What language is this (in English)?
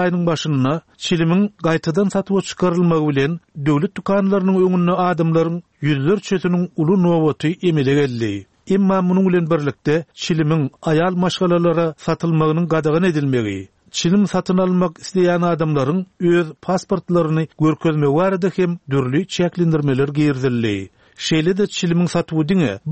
Turkmen